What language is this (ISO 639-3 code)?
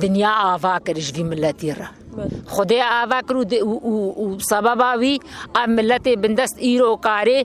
kur